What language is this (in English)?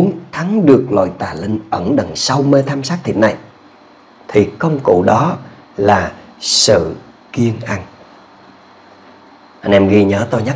Vietnamese